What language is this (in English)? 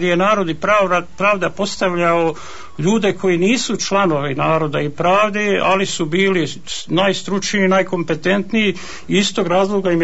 Bosnian